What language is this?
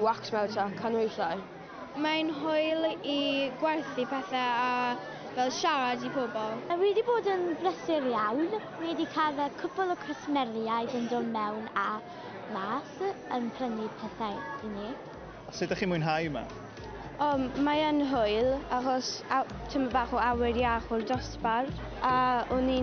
Welsh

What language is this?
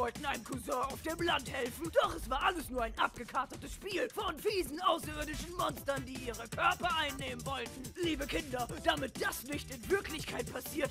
German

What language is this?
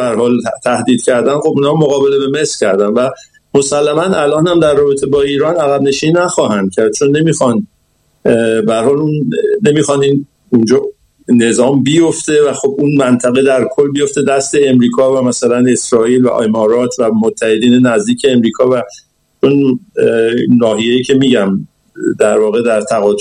Persian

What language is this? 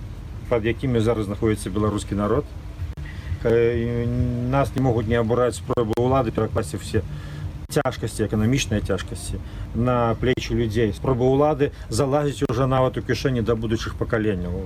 Belarusian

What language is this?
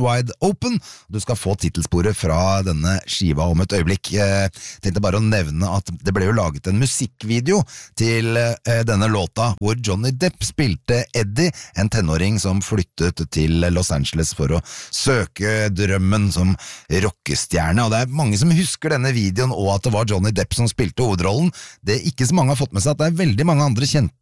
Norwegian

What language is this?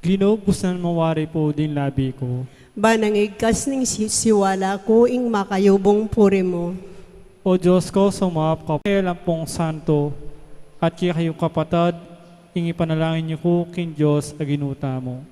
Pampanga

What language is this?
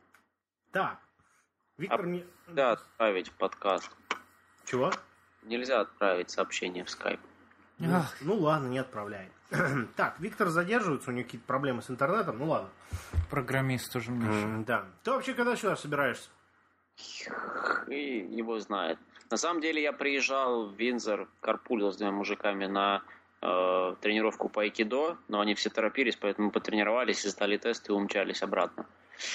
Russian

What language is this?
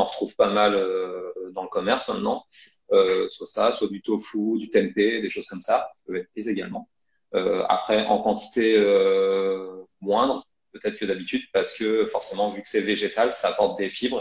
French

